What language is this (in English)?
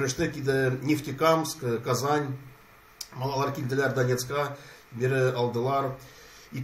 Tatar